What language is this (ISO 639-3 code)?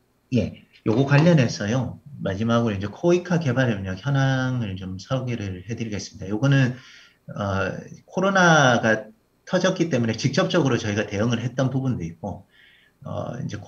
kor